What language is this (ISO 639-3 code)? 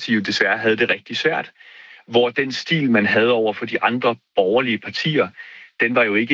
dan